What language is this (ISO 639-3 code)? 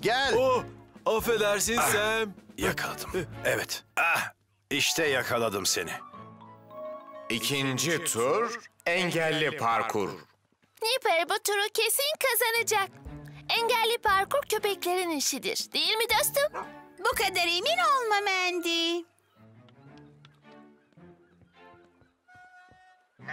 tur